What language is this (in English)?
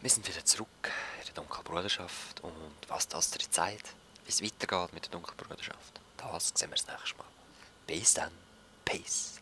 Swiss German